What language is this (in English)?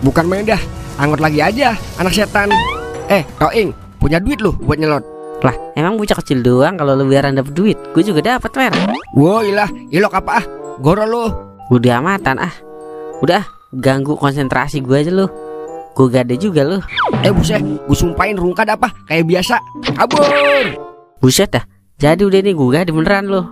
Betawi